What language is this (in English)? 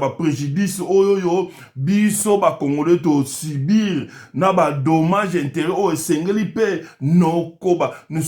Lingala